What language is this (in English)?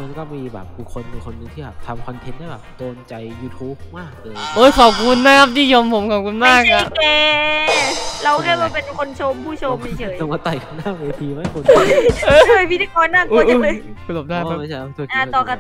Thai